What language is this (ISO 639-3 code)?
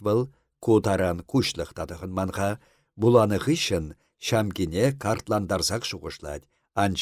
chv